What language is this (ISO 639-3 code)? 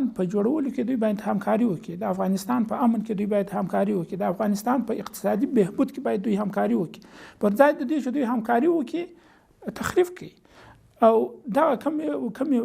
pus